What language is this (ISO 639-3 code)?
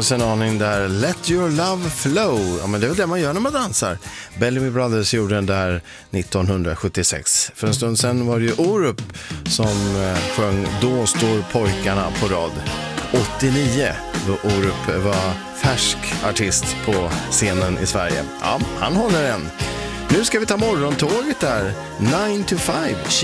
swe